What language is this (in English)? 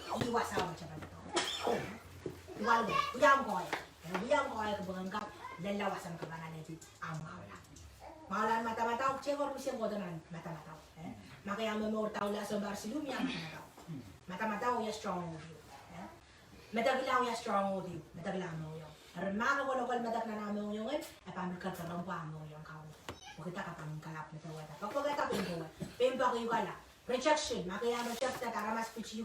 Pohnpeian